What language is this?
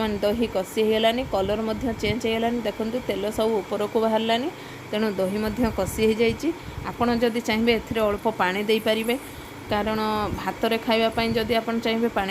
Odia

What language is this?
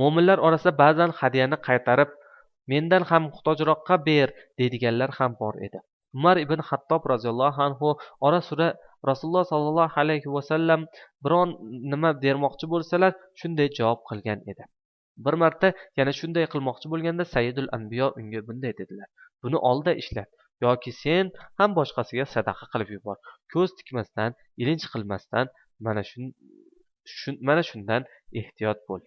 Uzbek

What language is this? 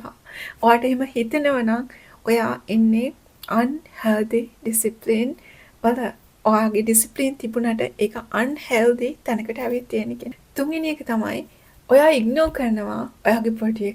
Sinhala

